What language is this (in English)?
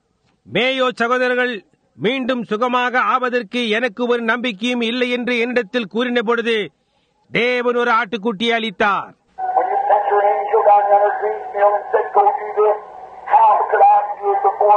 Tamil